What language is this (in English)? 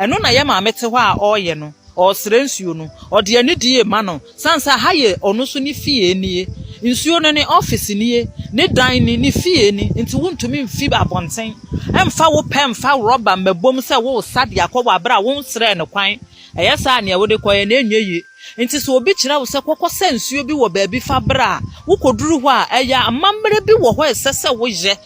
Akan